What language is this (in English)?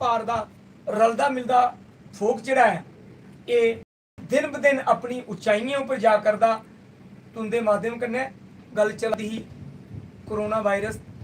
Dogri